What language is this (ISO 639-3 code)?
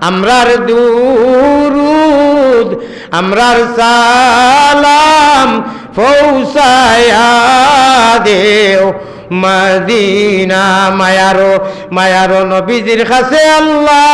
syl